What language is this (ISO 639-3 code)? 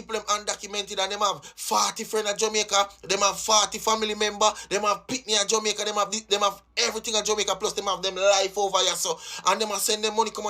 jam